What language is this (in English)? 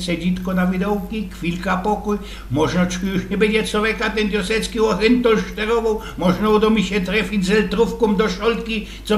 Silesian